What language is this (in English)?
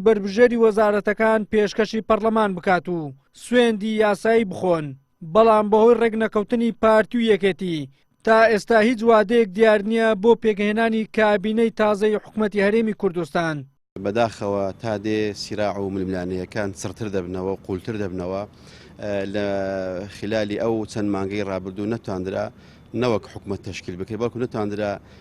Central Kurdish